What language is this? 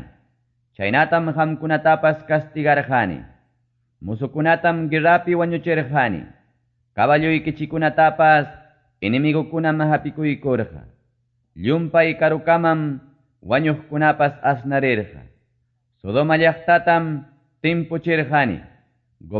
Quechua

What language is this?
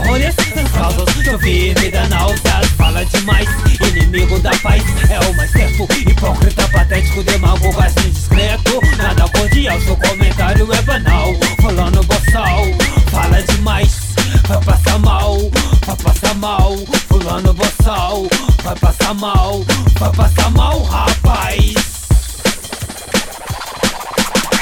Portuguese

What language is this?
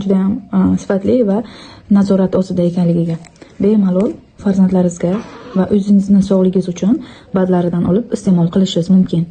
Uzbek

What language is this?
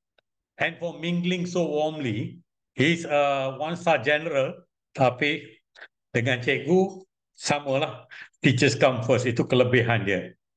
Malay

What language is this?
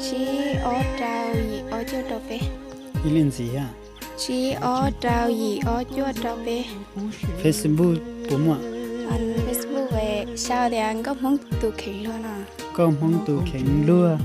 Hmong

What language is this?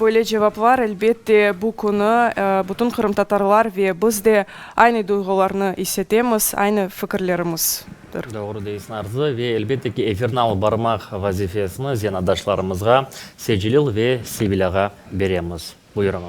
Crimean Tatar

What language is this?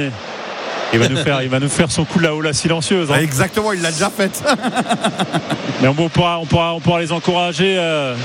French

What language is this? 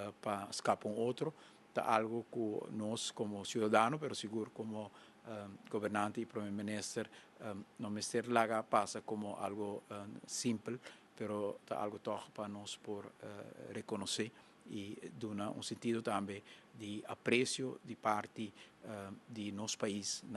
Papiamento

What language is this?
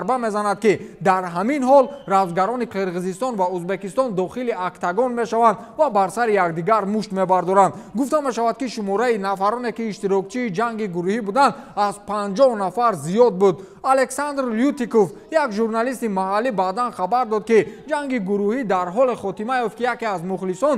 Tajik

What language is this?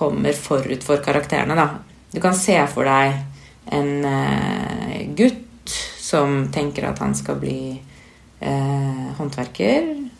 Norwegian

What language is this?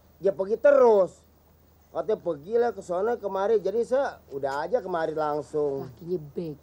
Betawi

